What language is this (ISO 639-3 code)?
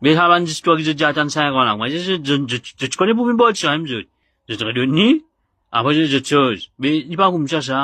mfe